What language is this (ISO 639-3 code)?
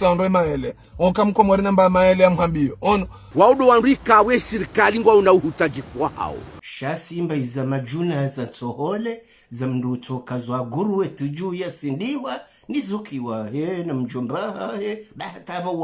zdj